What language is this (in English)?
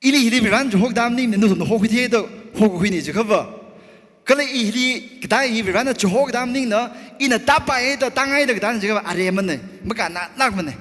Tangkhul Naga (India)